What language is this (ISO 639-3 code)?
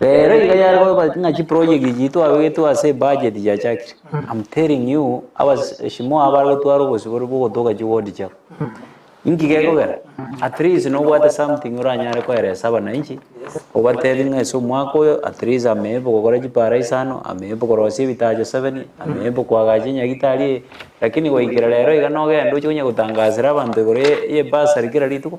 guz